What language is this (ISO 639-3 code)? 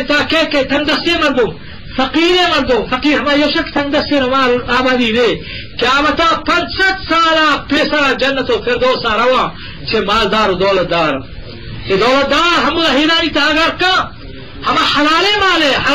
bgp